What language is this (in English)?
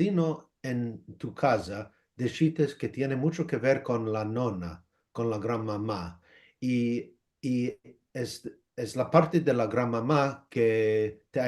Ladino